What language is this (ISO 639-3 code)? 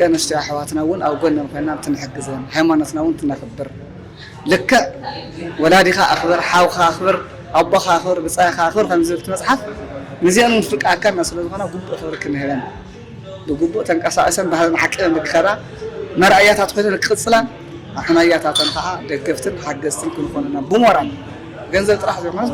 tir